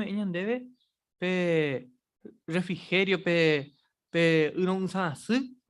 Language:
Guarani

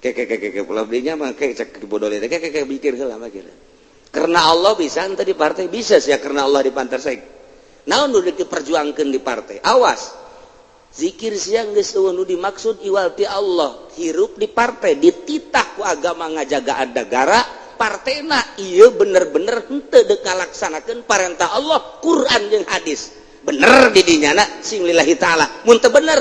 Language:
Sundanese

